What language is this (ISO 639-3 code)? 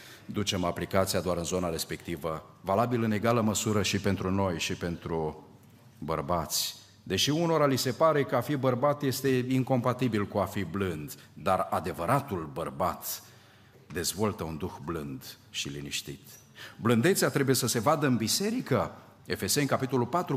ron